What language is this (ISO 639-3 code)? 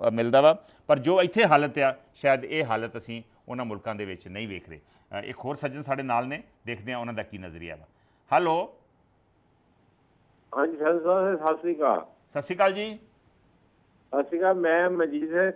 pan